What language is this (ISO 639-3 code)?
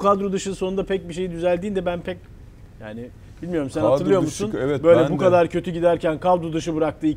tur